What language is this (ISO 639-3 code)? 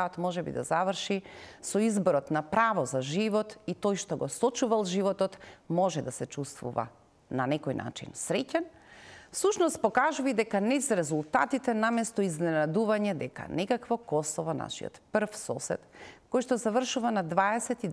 mkd